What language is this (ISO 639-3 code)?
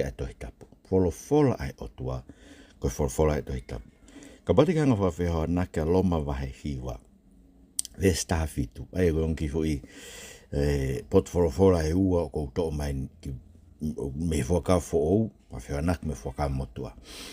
ton